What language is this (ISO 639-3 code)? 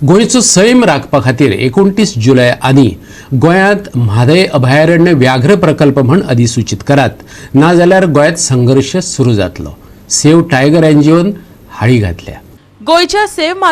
kok